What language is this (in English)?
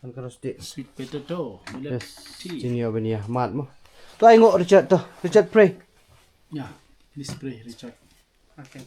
Khasi